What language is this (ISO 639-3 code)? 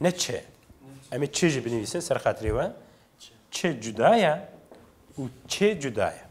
kur